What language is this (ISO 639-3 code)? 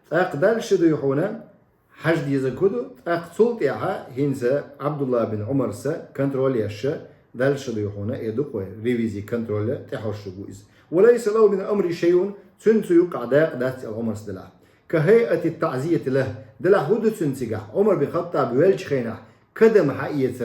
che